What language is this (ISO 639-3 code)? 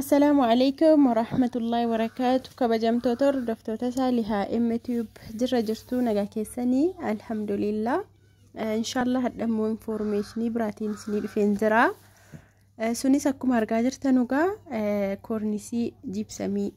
orm